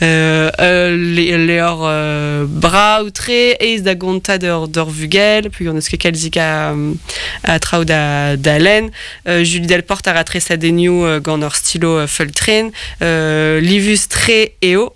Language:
Breton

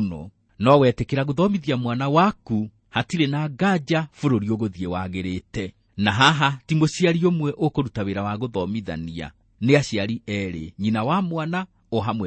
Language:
Kikuyu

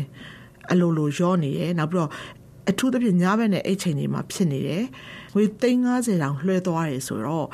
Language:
Burmese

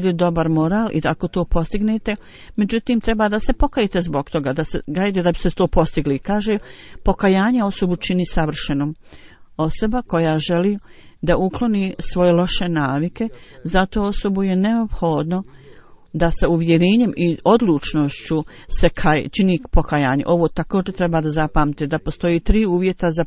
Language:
Bosnian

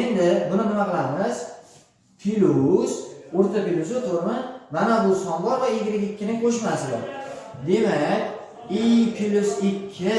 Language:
Uzbek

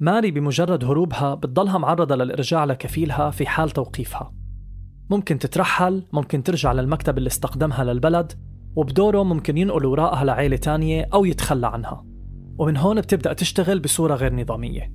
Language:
North Levantine Arabic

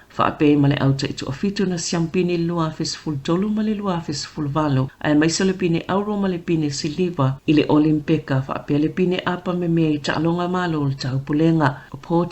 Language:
Samoan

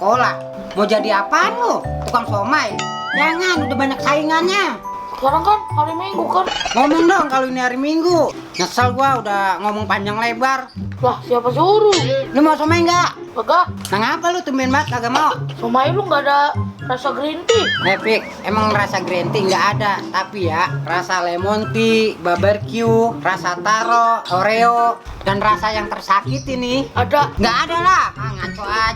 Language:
Betawi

